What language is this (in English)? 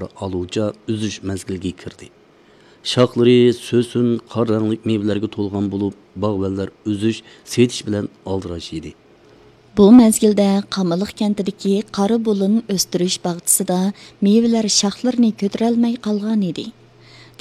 Uyghur